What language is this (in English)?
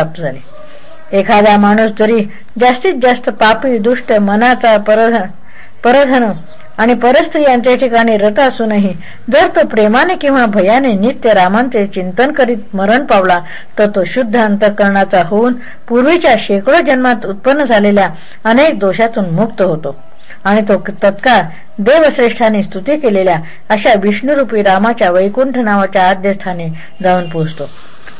Marathi